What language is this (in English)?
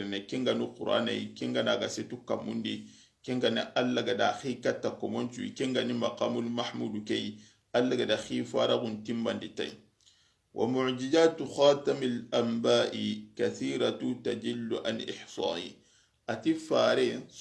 Soninke